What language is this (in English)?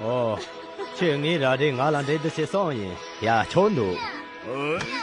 Khams Tibetan